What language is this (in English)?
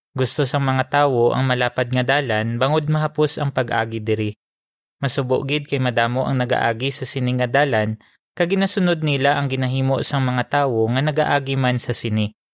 Hiligaynon